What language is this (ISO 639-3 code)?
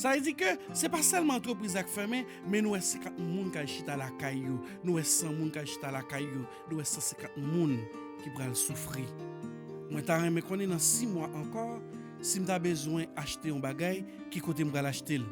hat